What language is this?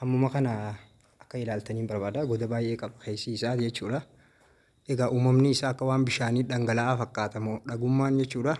Oromo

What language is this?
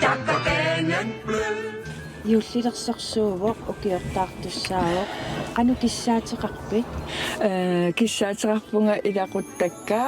Kalaallisut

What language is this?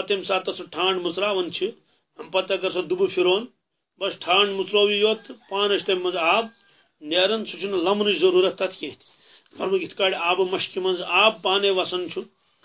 Kashmiri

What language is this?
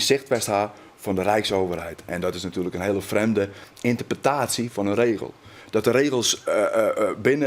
Western Frisian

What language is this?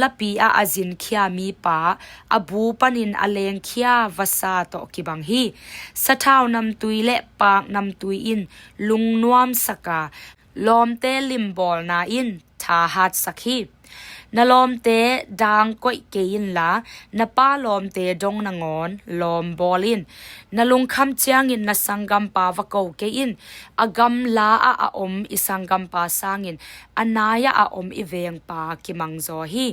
Tedim Chin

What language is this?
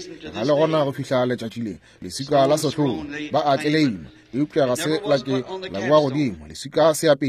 Northern Sotho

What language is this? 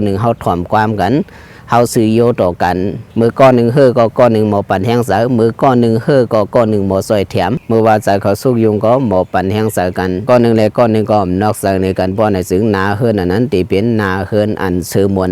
Shan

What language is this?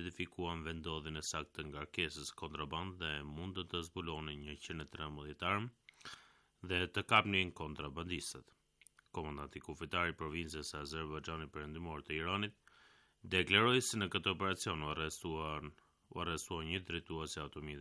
Albanian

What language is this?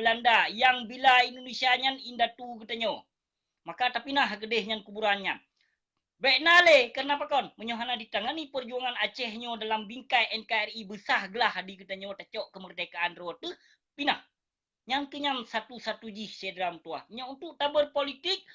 Achinese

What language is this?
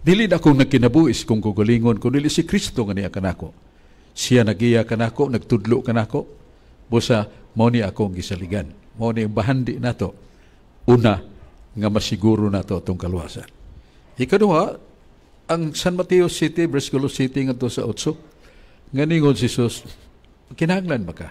Cebuano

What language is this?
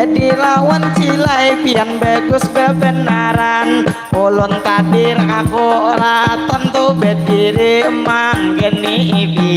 Banjar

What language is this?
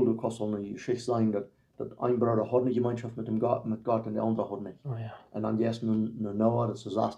Plautdietsch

